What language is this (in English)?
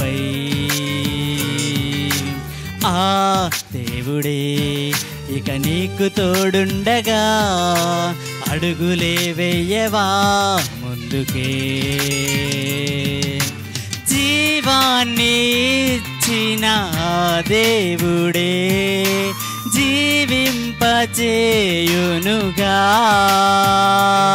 Telugu